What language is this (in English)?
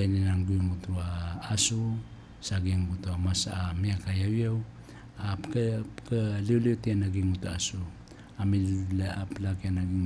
Maranao